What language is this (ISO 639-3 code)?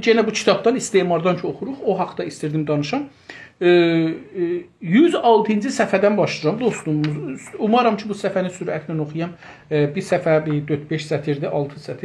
azb